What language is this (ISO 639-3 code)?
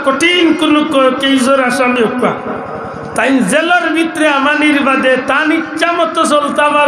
syl